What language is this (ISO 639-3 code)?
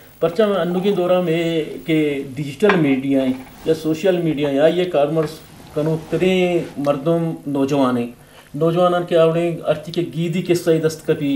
bgp